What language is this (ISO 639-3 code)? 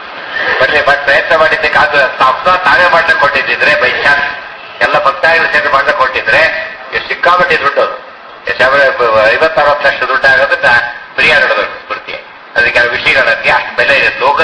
kan